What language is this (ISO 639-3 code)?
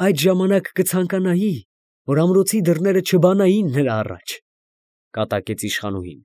hye